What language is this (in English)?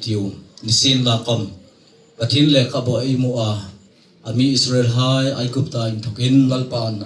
Hmar